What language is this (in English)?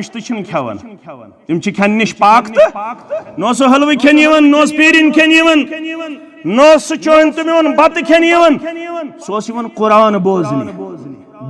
Kashmiri